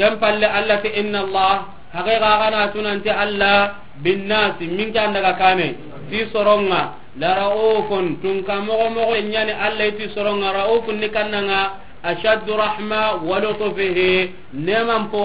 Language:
Soninke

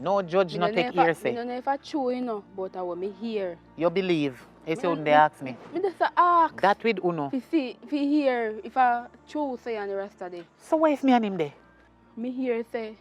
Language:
Jamaican Creole English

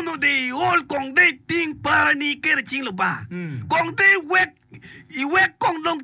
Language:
Acoli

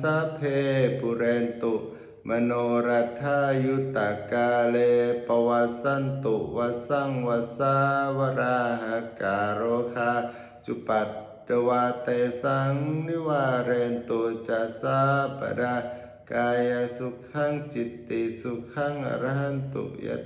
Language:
Pali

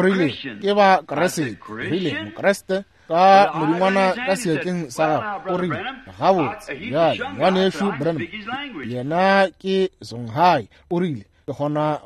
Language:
Northern Sotho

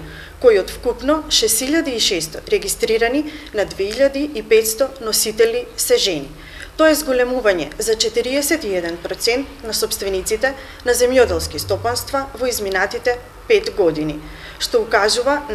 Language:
Macedonian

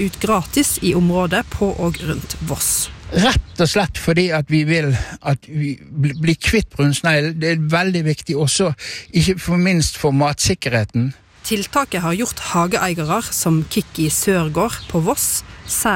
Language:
Norwegian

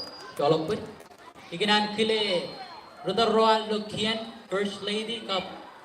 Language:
Marshallese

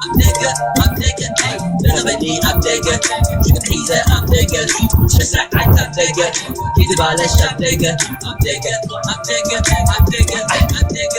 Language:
Tigrinya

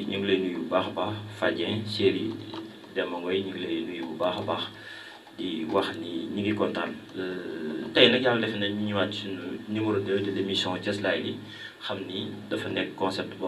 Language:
Wolof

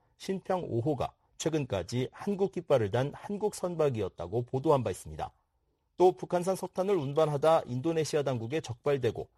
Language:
Korean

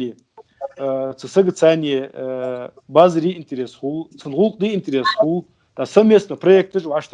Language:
Ingush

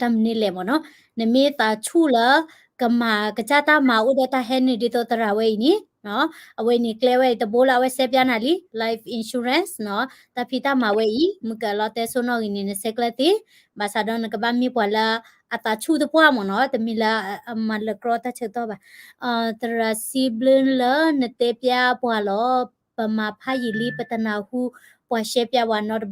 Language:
S'gaw Karen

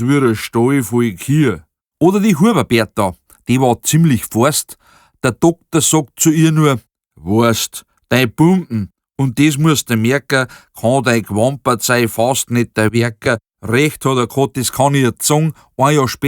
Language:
Bavarian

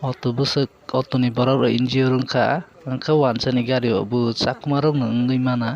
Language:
Kok Borok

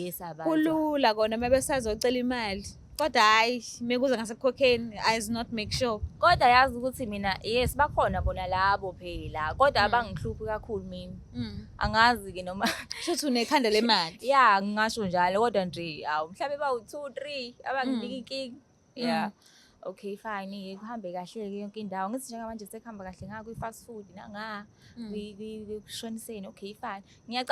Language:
Zulu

